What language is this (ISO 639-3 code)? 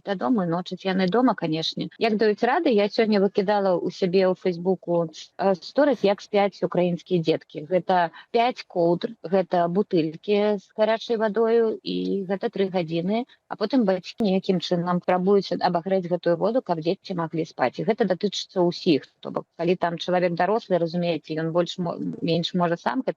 bel